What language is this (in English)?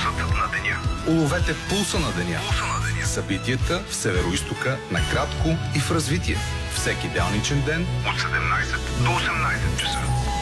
Bulgarian